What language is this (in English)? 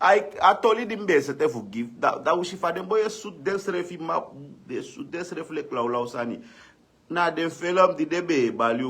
Sranan Tongo